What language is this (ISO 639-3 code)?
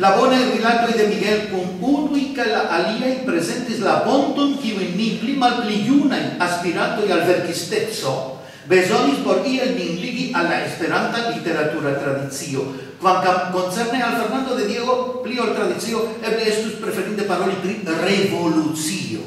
epo